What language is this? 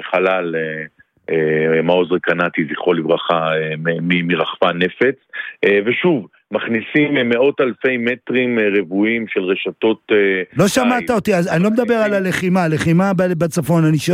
Hebrew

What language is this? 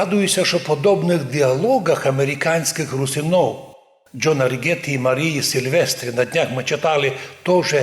Rusyn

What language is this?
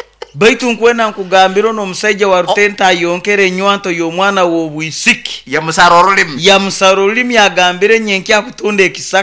Nyoro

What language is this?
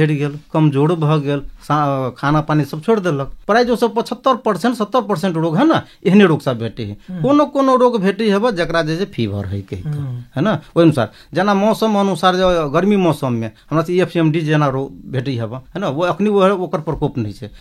Maithili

